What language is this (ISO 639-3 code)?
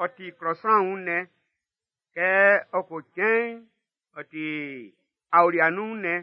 bci